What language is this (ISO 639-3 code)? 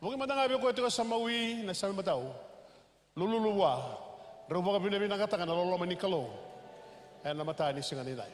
fij